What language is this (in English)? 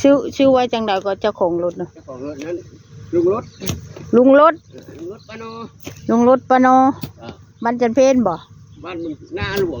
Northeastern Thai